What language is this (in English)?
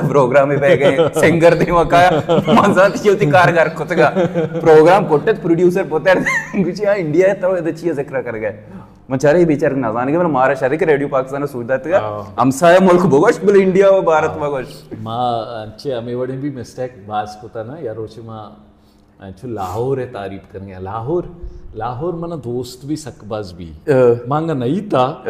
Baluchi